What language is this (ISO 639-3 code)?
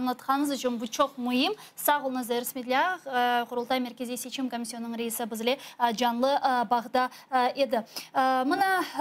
crh